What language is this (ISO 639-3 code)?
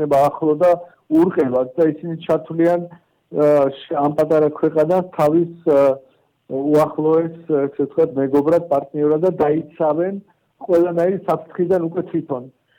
kat